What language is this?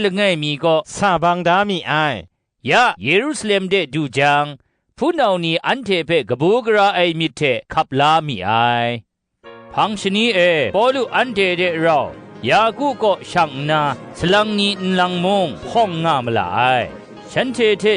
Kachin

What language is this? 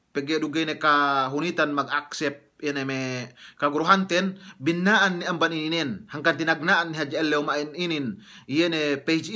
Yakan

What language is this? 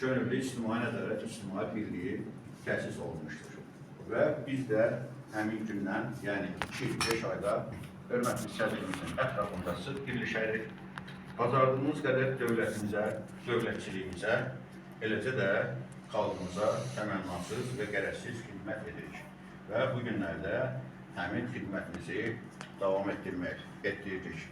Azerbaijani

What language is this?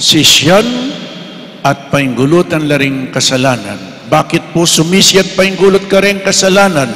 Pampanga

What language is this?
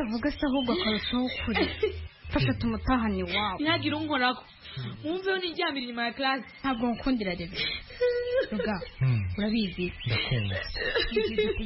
Kinyarwanda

